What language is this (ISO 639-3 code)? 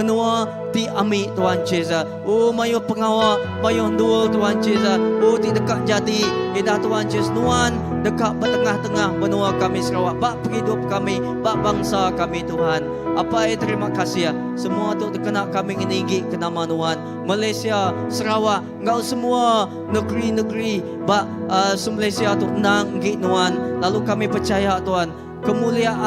iba